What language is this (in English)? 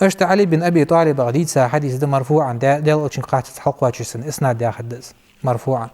Ingush